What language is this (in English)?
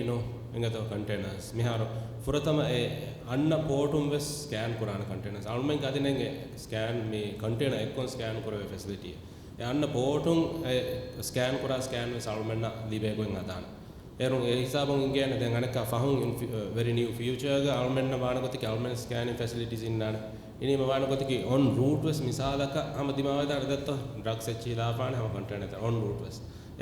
Divehi